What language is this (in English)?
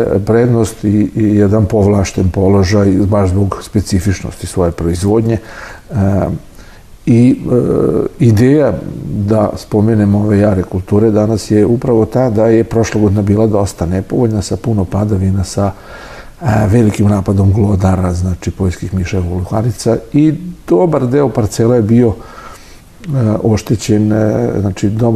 Serbian